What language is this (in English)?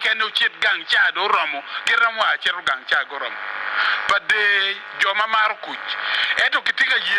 Acoli